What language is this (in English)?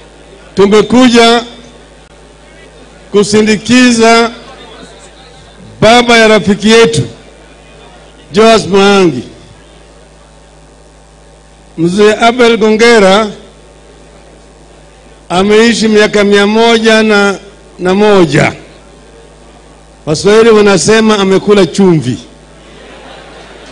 Swahili